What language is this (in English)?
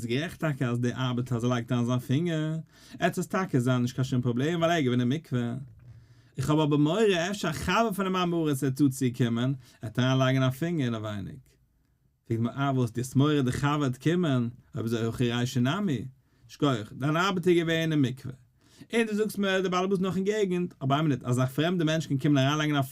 Yiddish